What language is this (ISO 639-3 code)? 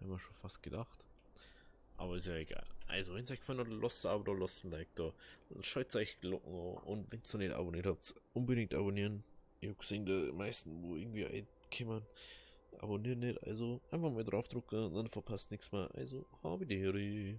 bar